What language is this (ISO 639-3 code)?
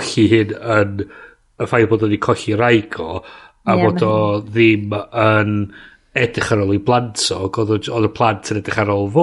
cym